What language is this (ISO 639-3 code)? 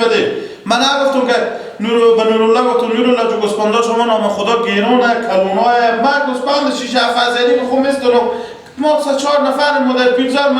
fas